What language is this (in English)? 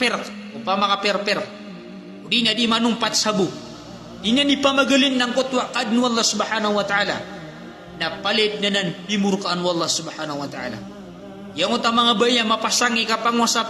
Maranao